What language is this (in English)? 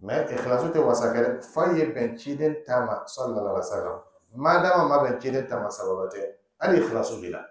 Dyula